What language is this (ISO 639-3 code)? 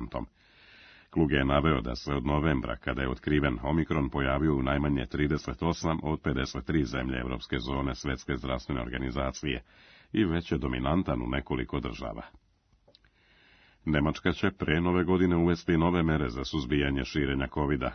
srp